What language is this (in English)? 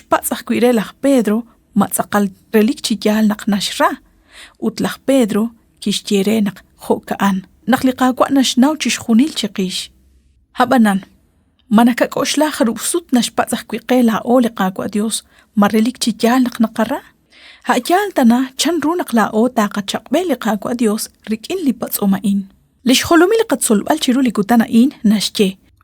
Kekchí